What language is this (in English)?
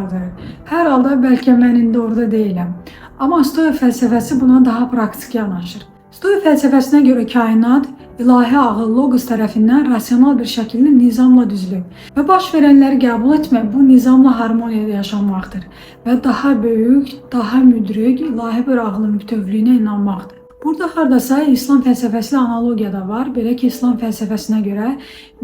Azerbaijani